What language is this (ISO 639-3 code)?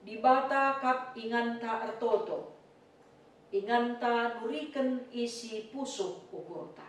btx